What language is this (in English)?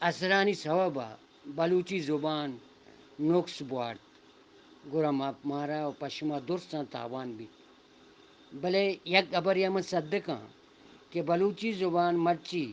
Eastern Balochi